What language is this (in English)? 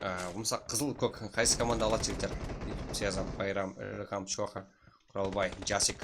Kara-Kalpak